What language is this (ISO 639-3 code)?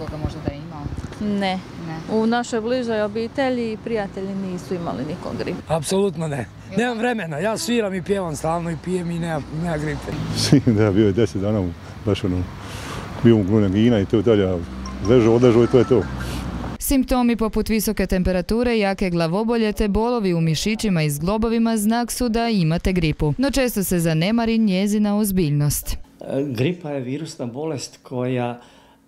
hrv